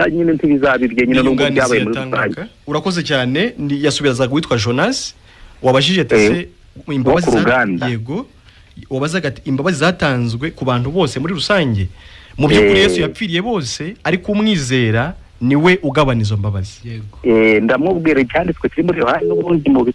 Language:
Kinyarwanda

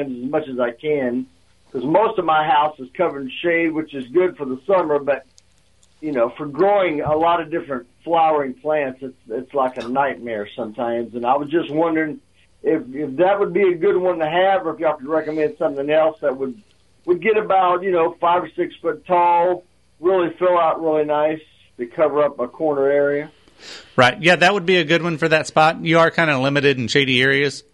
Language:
English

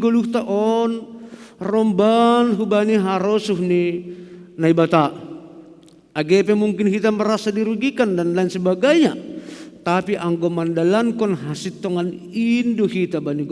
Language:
Batak Simalungun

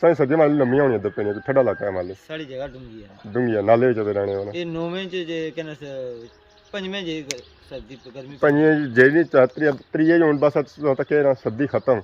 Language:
Pahari-Potwari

